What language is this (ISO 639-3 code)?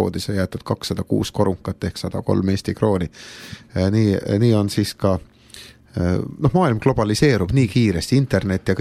est